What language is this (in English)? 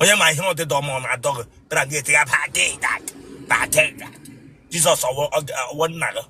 Igbo